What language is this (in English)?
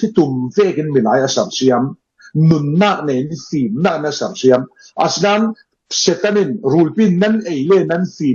Falam Chin